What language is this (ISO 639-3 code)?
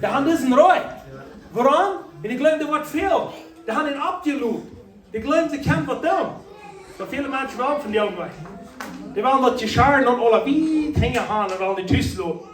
pdt